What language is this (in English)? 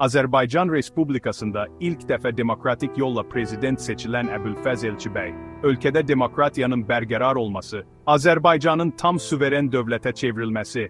Azerbaijani